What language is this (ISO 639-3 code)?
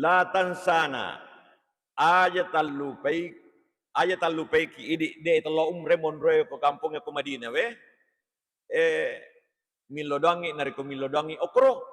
bug